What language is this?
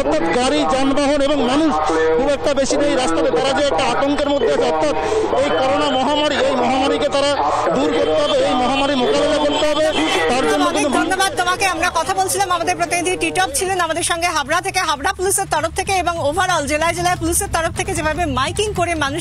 Bangla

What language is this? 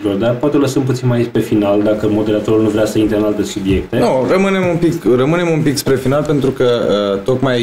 Romanian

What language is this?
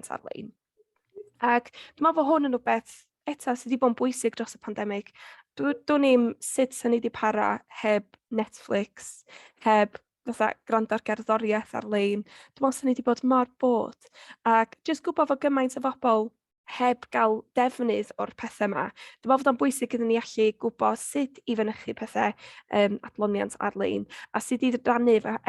Welsh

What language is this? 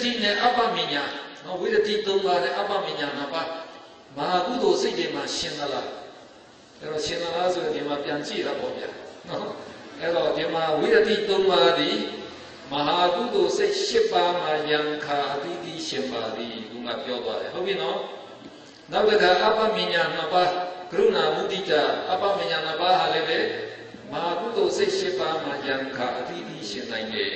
Burmese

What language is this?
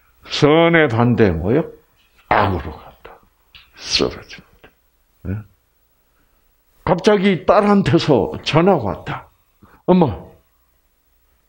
Korean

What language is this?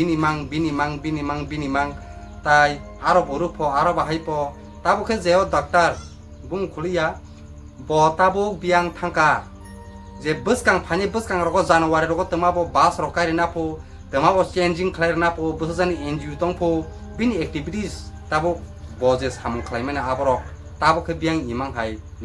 Kok Borok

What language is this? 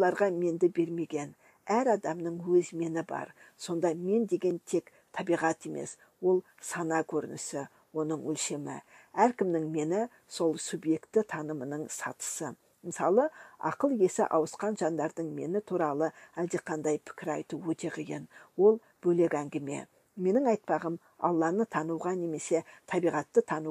Kazakh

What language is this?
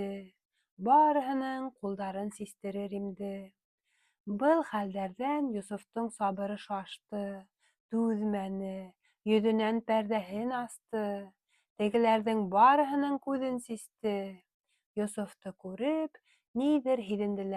Bashkir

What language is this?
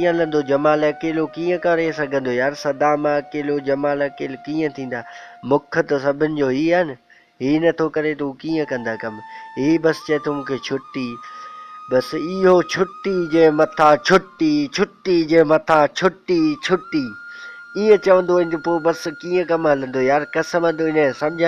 Sindhi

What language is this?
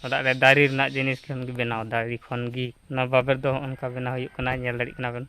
Santali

